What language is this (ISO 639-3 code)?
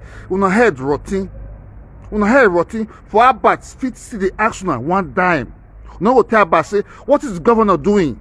pcm